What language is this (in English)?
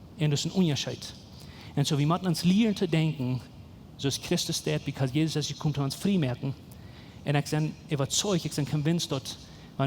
Plautdietsch